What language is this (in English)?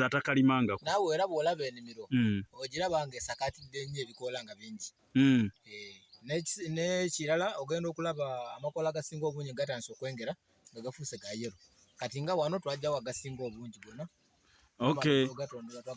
Ganda